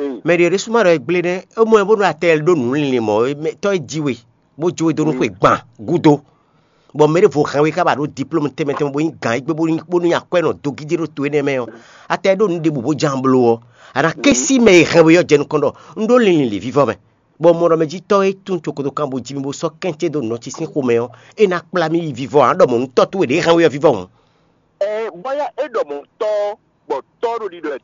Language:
Fon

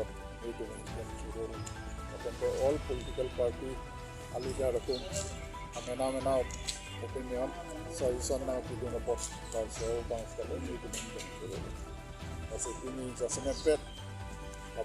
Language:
Karbi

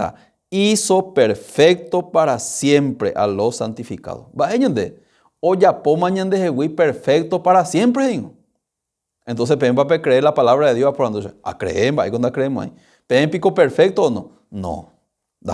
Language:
Guarani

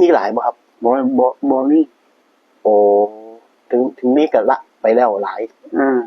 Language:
Northeastern Thai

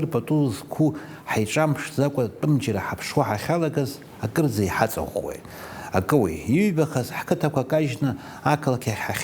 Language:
Abkhazian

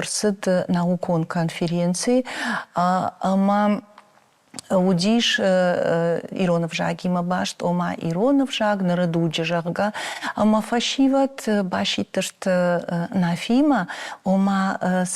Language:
Ossetic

